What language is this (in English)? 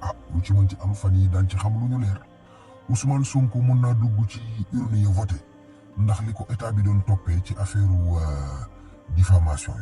Wolof